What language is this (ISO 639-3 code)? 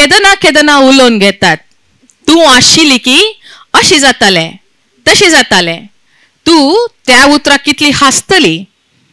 kok